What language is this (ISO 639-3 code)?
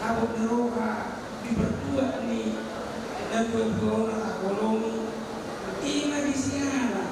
bbc